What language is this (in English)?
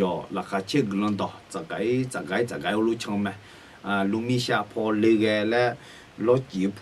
Akha